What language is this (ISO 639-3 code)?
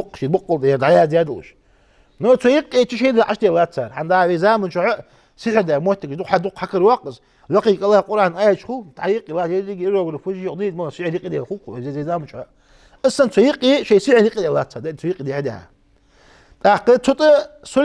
inh